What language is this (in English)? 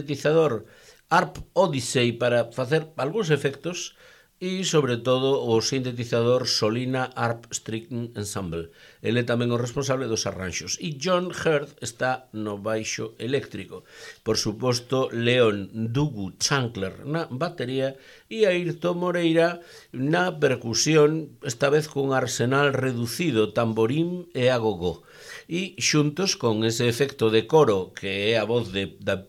Galician